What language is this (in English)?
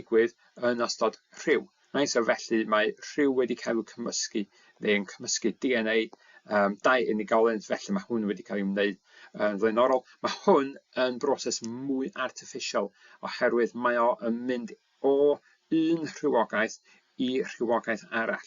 Welsh